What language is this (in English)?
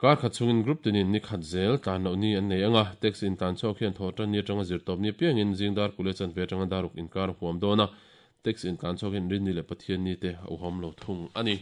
Mizo